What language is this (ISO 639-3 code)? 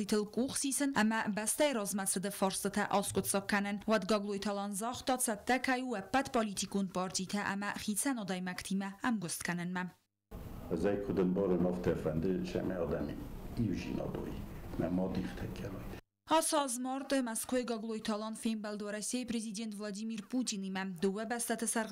oss